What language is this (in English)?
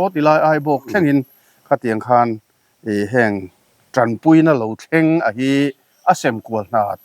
Mizo